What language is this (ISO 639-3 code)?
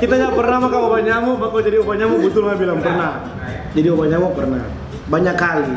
xmm